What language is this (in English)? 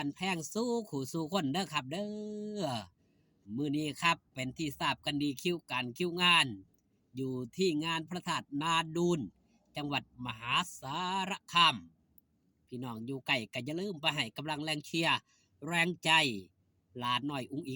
Northeastern Thai